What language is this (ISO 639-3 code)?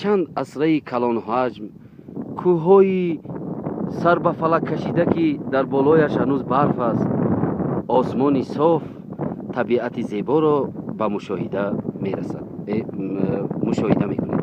tgk